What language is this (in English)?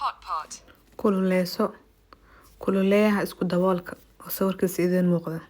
Somali